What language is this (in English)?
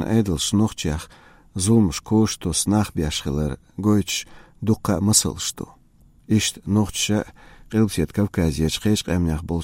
Chechen